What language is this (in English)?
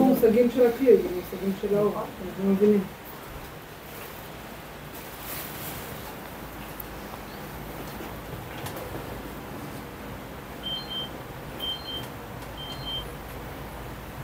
Hebrew